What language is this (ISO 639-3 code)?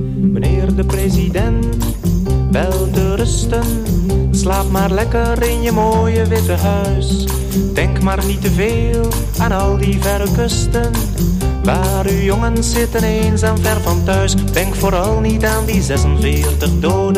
nld